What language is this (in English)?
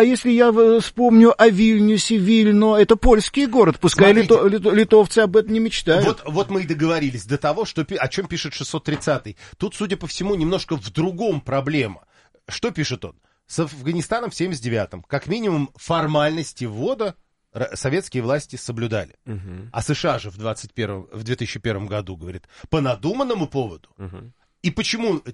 Russian